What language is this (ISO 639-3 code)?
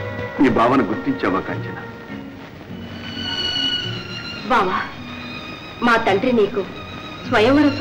tel